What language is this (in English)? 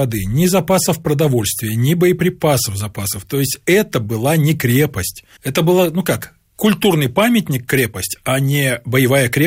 Russian